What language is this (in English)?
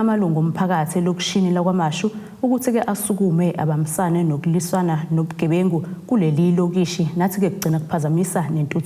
Zulu